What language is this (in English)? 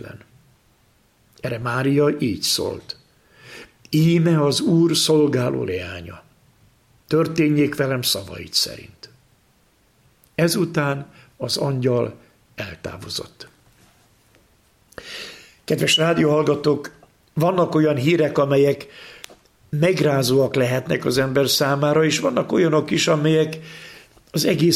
Hungarian